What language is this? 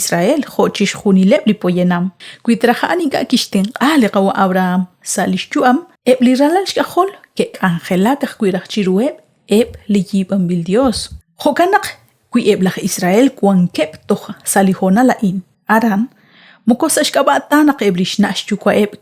Kekchí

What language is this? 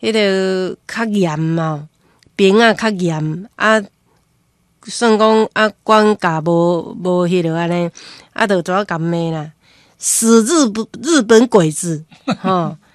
Min Nan Chinese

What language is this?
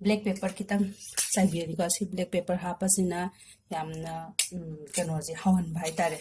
Manipuri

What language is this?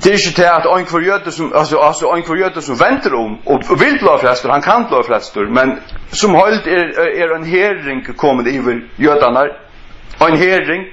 Faroese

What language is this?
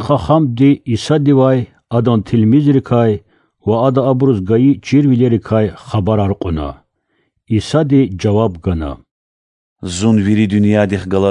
Lezghian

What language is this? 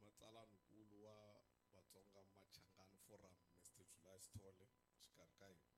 Tsonga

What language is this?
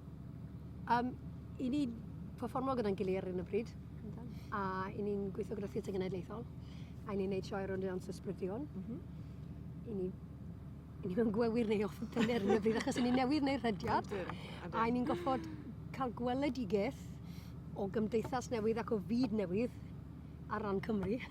Welsh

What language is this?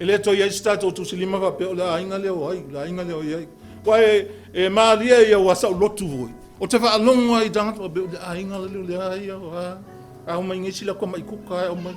Samoan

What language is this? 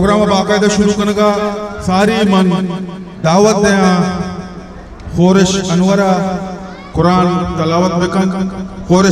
Baluchi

